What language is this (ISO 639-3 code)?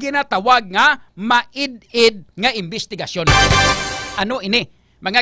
hil